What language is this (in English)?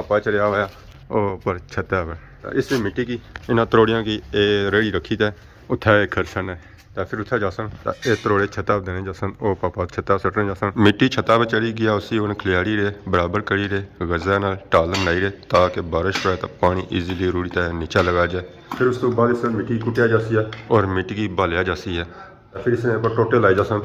Pahari-Potwari